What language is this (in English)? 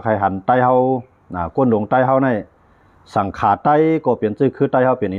Shan